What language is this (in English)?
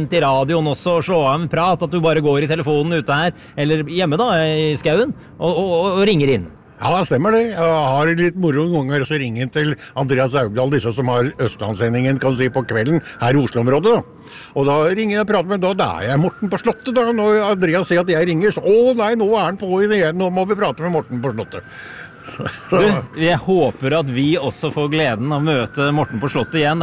Norwegian